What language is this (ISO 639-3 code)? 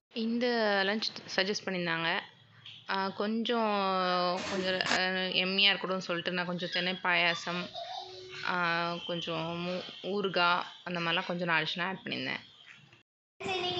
tam